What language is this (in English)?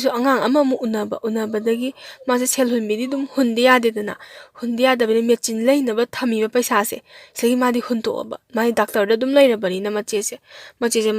Manipuri